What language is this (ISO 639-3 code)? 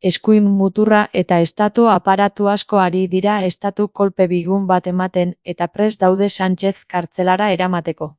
eus